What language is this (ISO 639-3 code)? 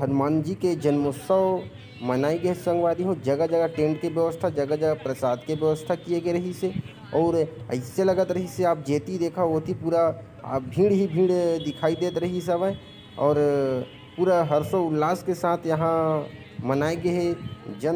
hne